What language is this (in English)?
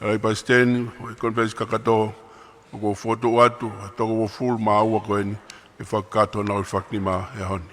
Tongan